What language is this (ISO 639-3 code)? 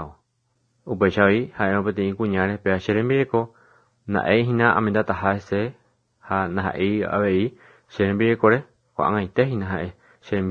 grn